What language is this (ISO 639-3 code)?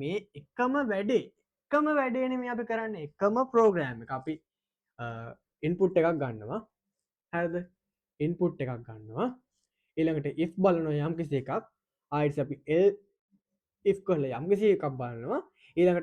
sin